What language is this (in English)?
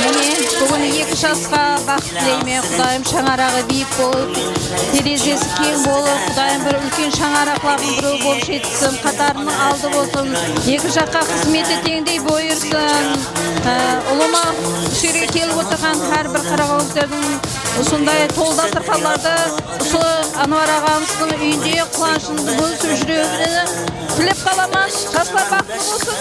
Kara-Kalpak